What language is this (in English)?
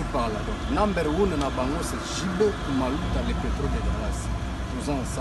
Lingala